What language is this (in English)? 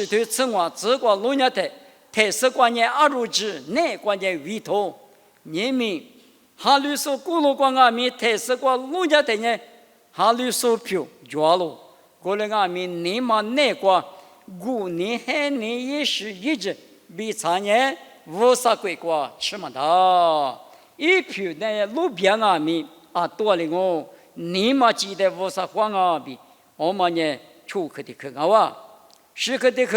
Lisu